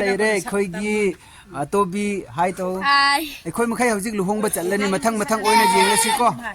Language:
Manipuri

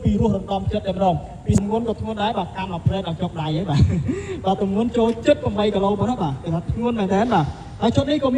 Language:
Khmer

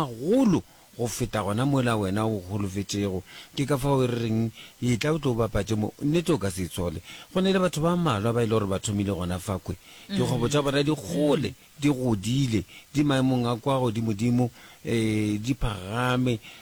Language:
Northern Sotho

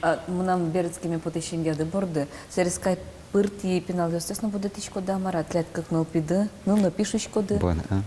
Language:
Udmurt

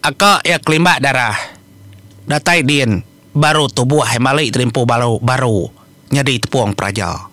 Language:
Iban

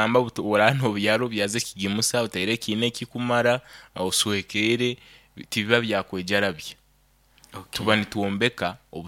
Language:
Nyoro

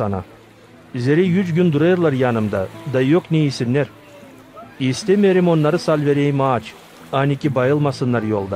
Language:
Gagauz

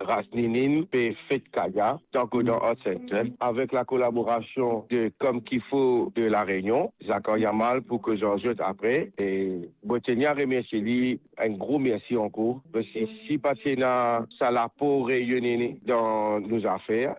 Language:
Morisyen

